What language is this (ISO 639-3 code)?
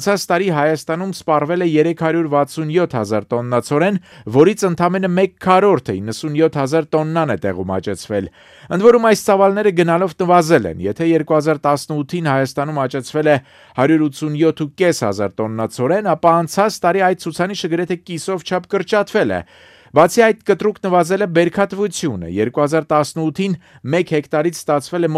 hye